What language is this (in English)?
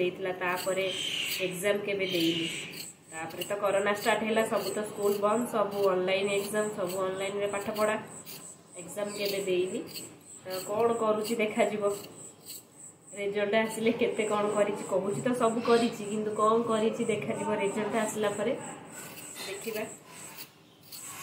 Odia